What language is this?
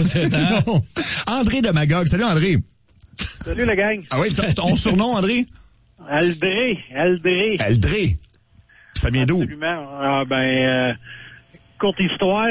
French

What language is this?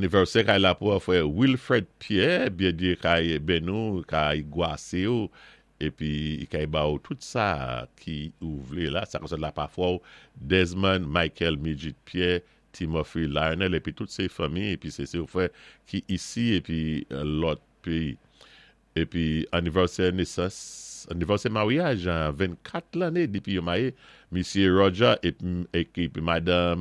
Saint Lucian Creole French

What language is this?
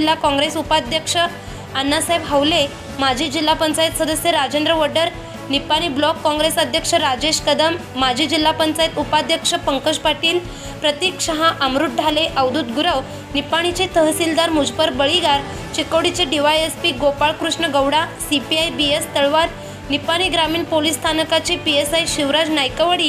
Marathi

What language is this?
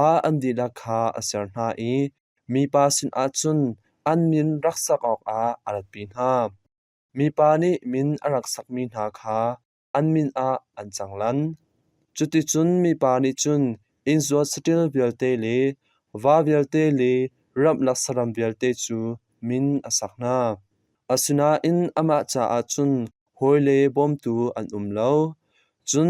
Hakha Chin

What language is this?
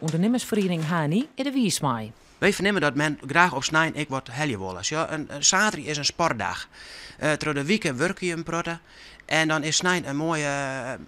Western Frisian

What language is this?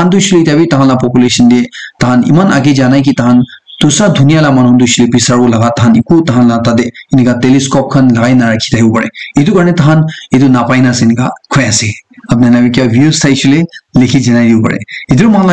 Naga Pidgin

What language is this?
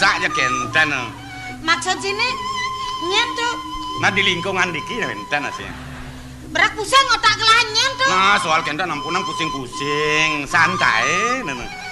Balinese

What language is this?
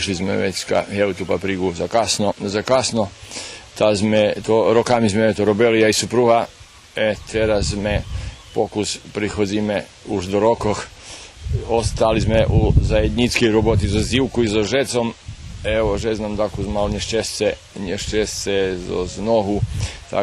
Rusyn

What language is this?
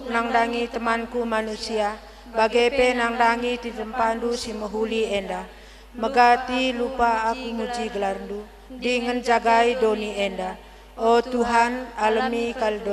Batak Karo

